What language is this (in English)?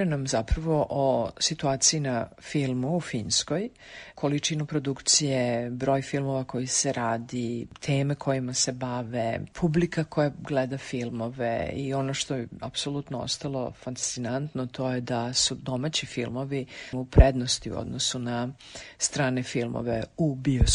Serbian